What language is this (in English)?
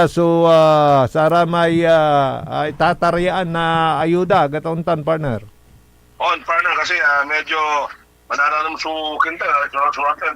Pangasinan